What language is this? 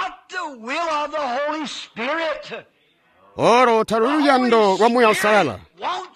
Tonga (Zambia)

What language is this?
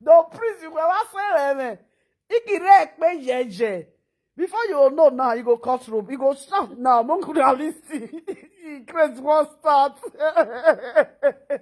Nigerian Pidgin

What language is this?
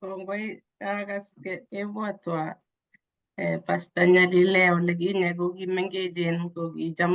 Kalenjin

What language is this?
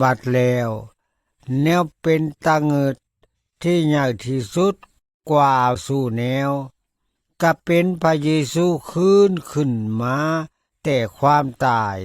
Lao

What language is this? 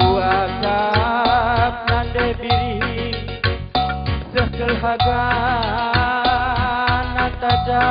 Batak Karo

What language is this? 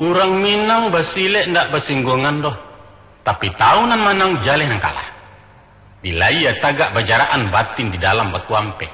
Minangkabau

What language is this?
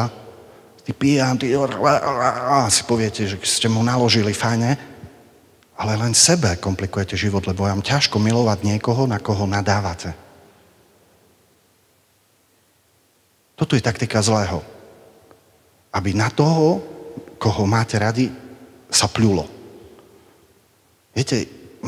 Slovak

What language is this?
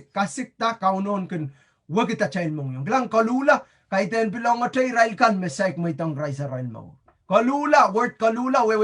Pohnpeian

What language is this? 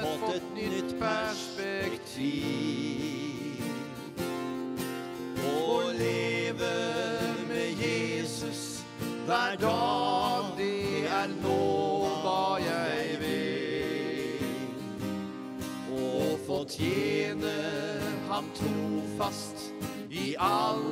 Norwegian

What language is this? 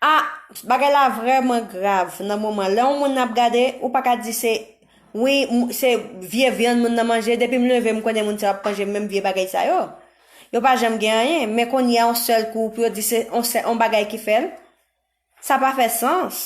Haitian Creole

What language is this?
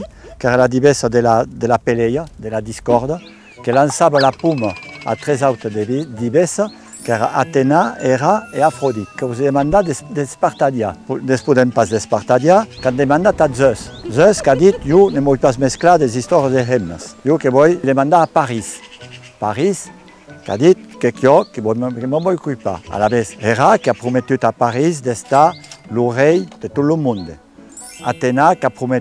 Occitan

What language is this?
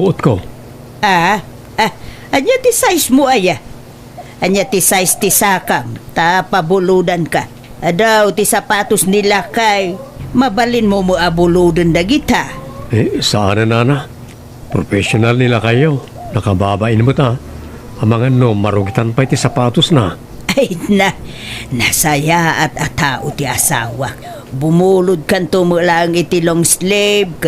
Iloko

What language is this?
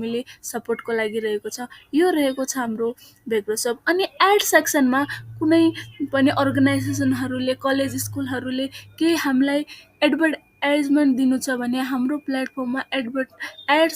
Nepali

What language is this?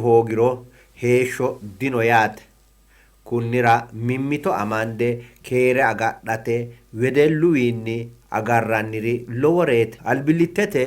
Sidamo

